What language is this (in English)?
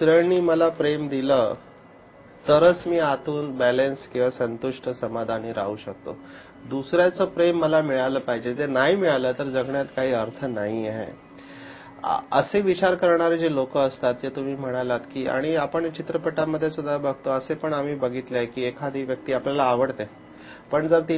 Marathi